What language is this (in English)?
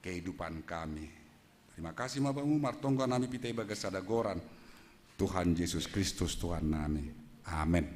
Batak Simalungun